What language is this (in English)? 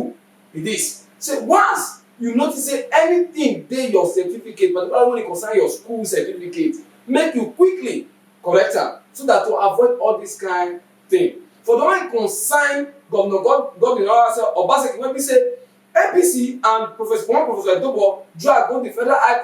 Nigerian Pidgin